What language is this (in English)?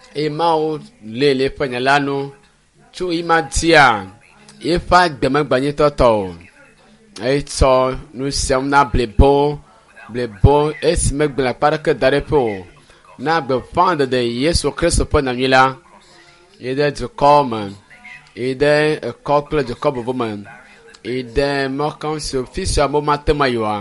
Ewe